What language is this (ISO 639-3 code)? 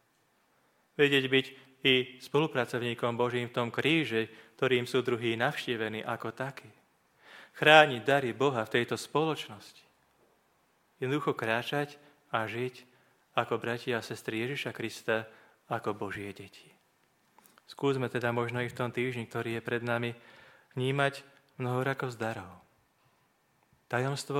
slk